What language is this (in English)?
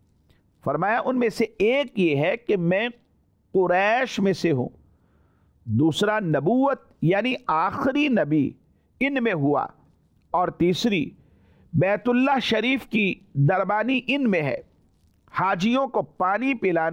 Urdu